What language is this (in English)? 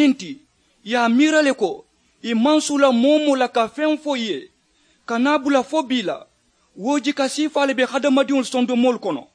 Mandingo